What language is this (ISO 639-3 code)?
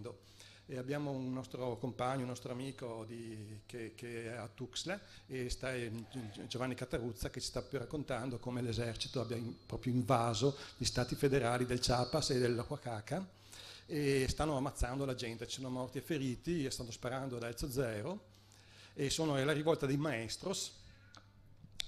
ita